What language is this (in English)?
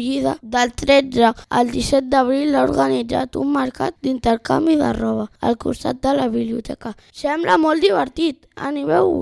Catalan